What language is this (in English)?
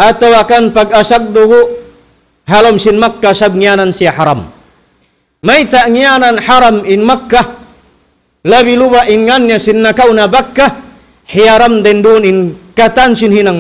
Tausug